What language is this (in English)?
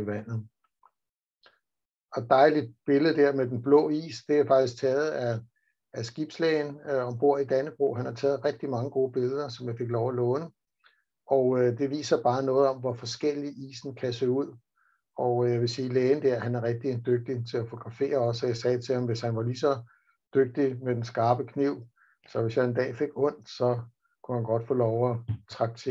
Danish